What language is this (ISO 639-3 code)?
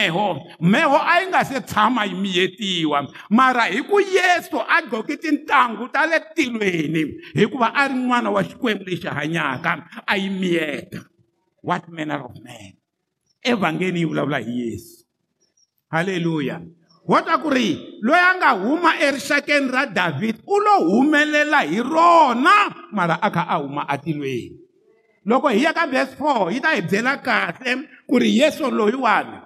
tso